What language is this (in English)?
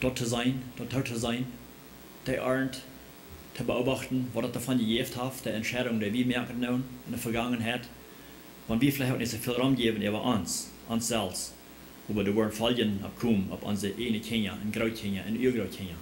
Plautdietsch